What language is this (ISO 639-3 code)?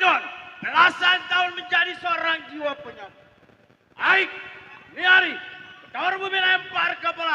bew